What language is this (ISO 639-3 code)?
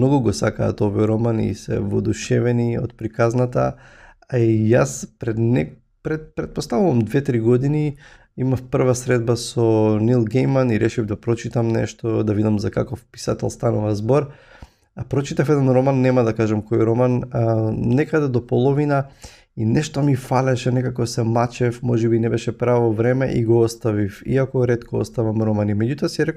mkd